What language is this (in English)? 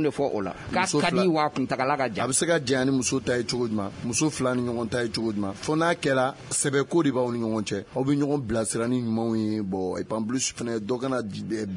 Bambara